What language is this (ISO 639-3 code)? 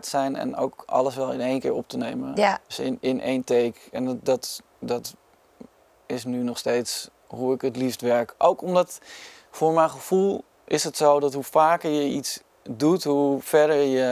nld